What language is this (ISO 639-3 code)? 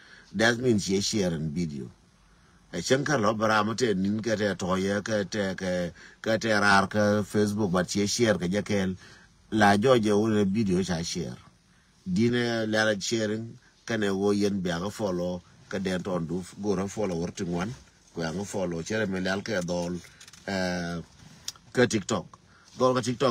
nus